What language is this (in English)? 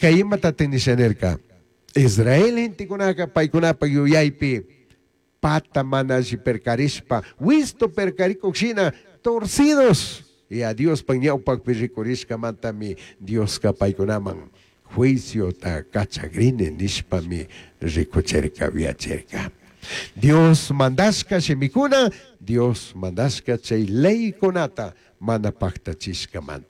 Chimborazo Highland Quichua